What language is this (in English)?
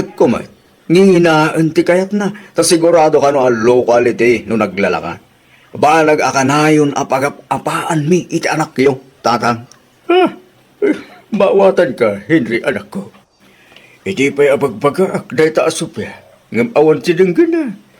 Iloko